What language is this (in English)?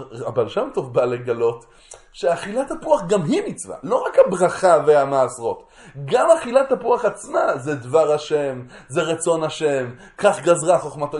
Hebrew